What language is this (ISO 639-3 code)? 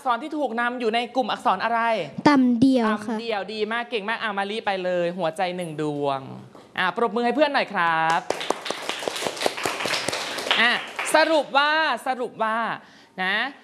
tha